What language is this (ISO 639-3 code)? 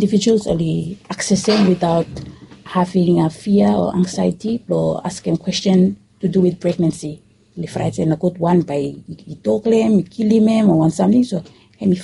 bis